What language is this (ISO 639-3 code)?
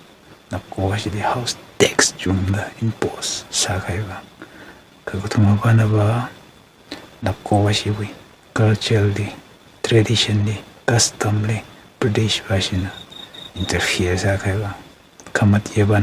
nmf